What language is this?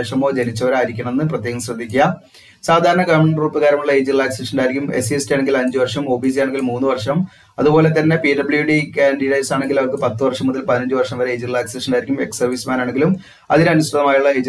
Malayalam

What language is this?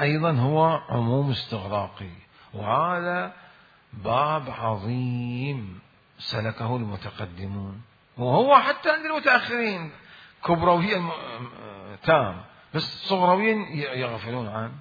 Mesopotamian Arabic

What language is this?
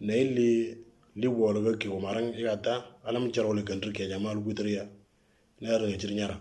Moro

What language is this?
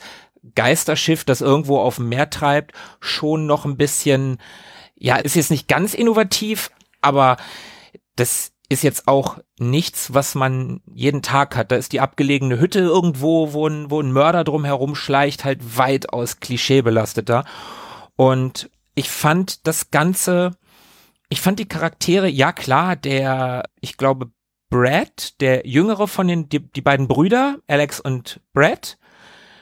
German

